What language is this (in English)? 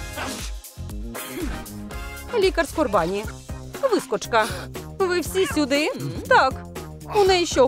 Ukrainian